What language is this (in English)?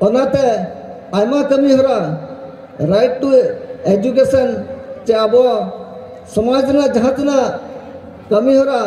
Santali